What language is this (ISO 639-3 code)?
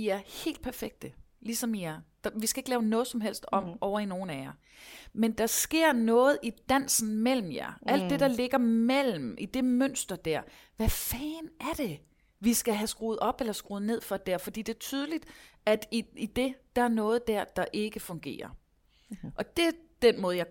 dan